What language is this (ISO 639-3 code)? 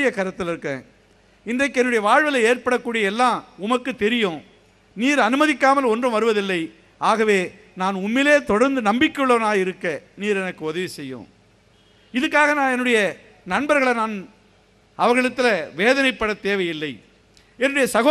tam